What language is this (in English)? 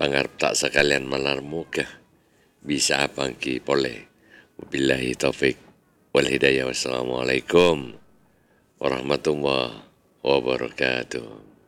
Madurese